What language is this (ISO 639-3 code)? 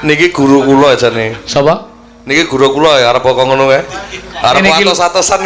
jav